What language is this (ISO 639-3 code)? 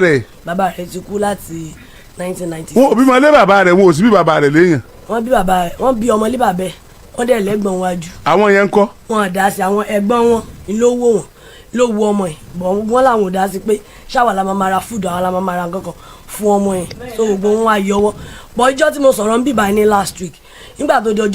yor